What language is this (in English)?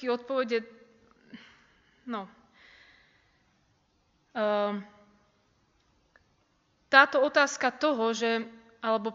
Slovak